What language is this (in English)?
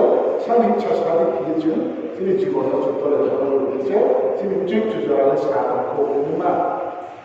Riang (India)